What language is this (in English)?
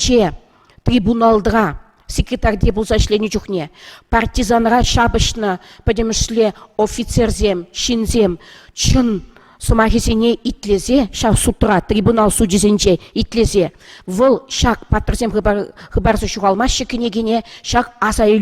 Chuvash